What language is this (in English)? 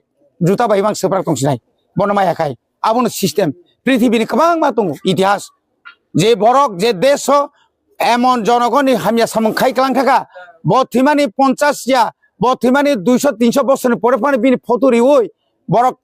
Kok Borok